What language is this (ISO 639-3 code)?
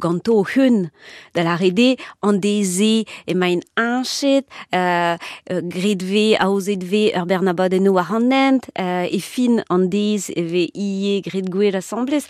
bre